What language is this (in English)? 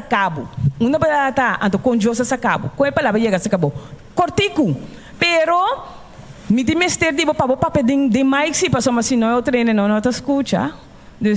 Papiamento